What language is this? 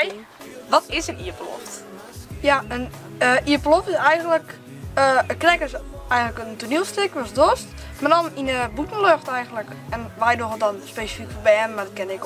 Western Frisian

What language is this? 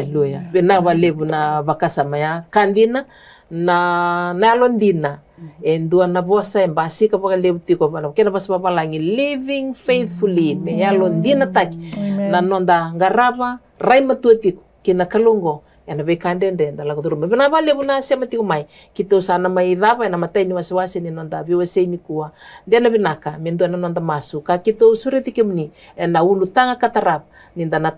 Fijian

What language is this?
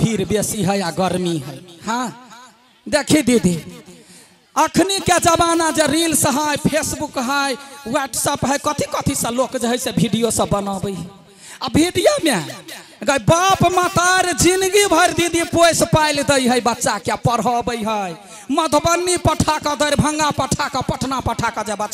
Maithili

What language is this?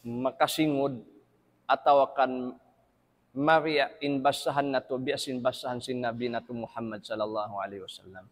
Tausug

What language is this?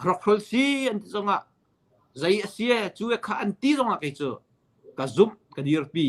Hakha Chin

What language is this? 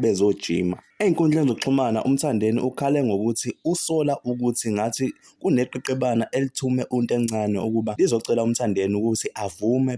Zulu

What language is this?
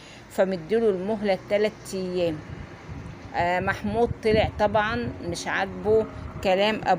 Egyptian Arabic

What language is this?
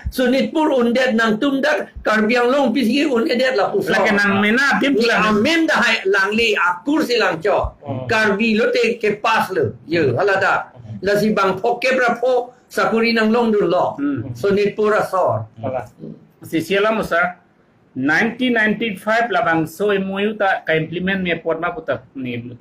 Karbi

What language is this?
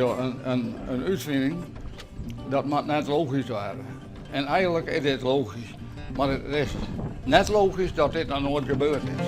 Western Frisian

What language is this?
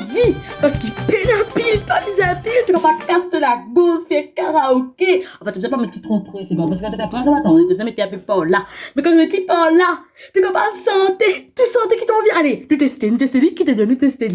Morisyen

